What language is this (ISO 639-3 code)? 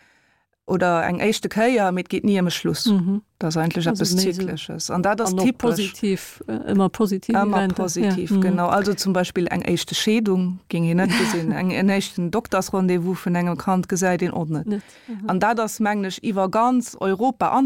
ltz